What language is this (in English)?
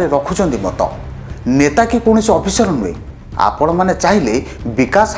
Odia